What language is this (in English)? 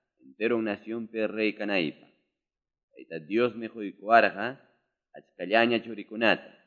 Quechua